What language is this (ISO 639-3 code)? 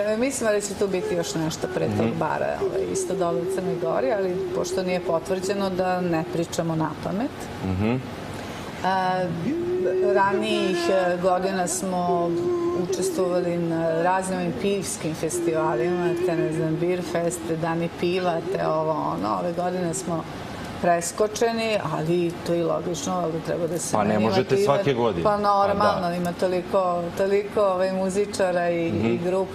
srp